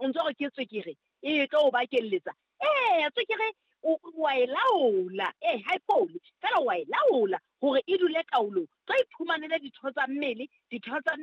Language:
Southern Sotho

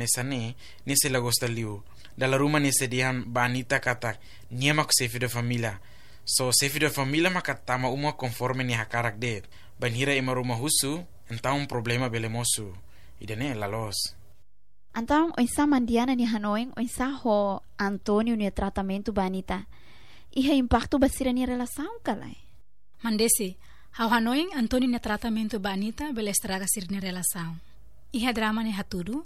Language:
Tetum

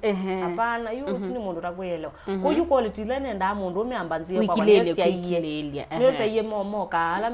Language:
Kamba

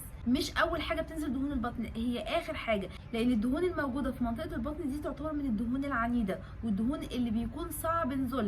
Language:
Egyptian Arabic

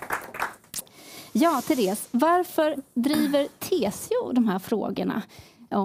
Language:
Swedish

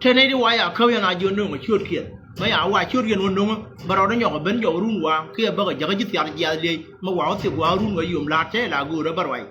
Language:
Nuer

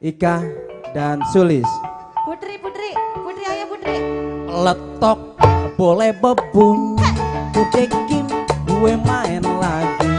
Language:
Betawi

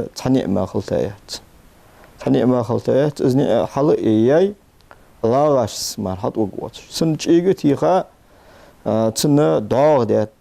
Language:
Ingush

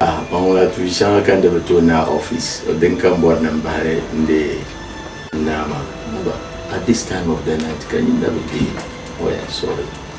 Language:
Dagbani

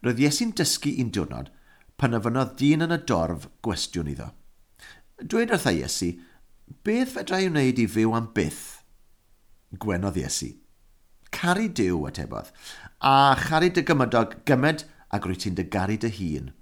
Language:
Welsh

